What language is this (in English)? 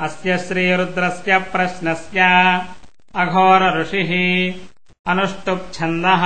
Sanskrit